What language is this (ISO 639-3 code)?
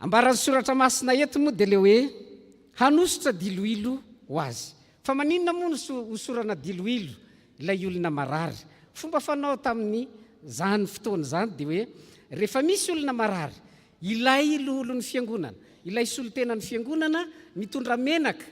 mlg